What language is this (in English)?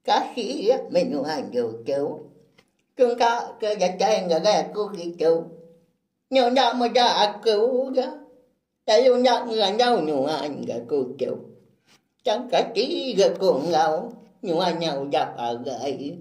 Iban